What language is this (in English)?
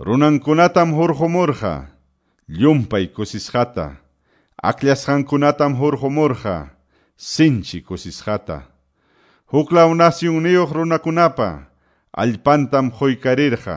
Quechua